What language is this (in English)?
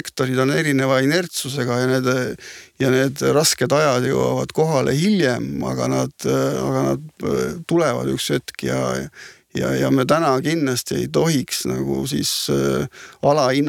Estonian